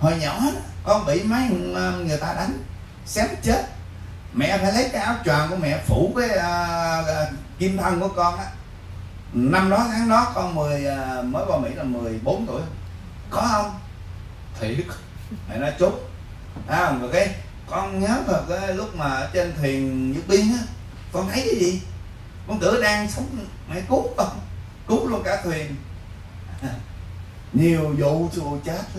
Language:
Vietnamese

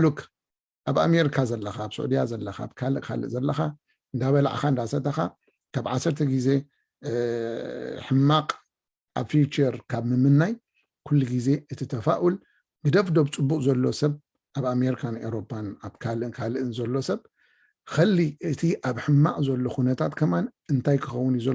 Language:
Tigrinya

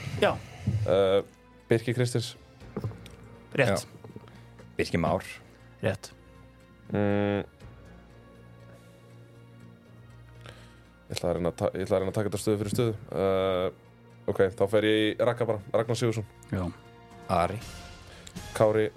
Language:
Icelandic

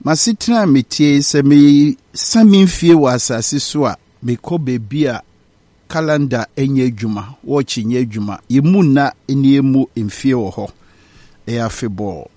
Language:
Akan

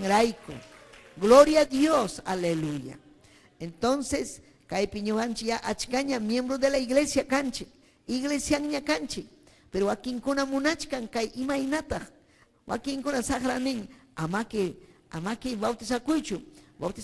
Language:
Ayacucho Quechua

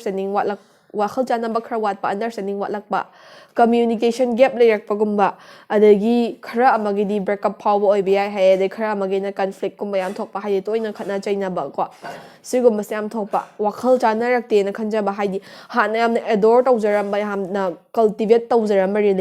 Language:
Manipuri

